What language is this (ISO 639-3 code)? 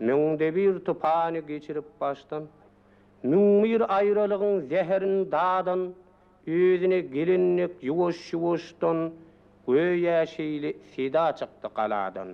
tuk